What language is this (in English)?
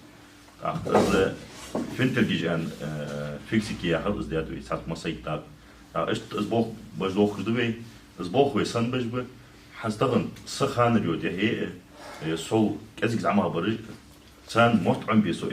Ingush